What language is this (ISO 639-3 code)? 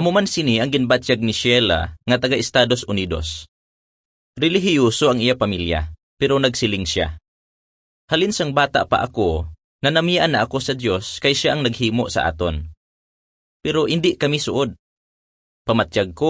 hil